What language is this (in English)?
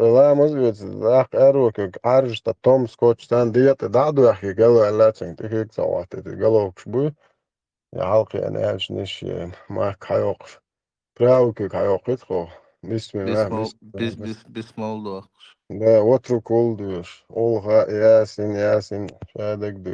Chechen